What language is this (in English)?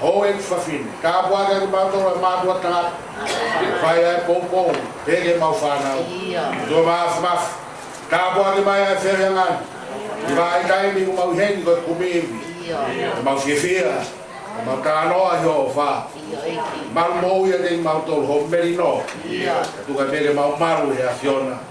Tongan